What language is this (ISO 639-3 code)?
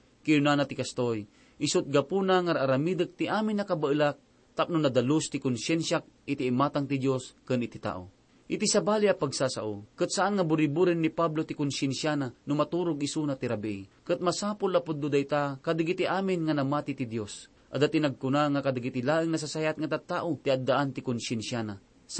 ilo